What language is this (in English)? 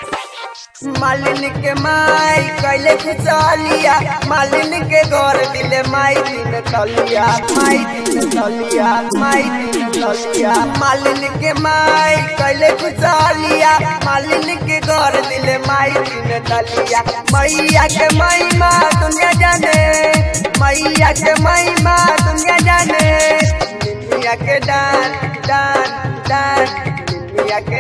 Bhojpuri